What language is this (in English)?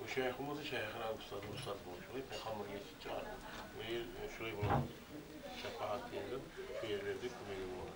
Kumyk